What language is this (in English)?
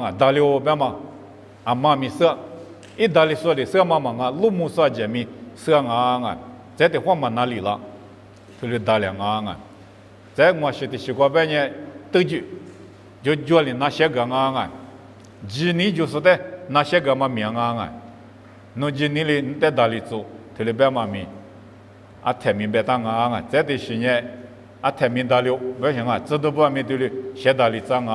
Lisu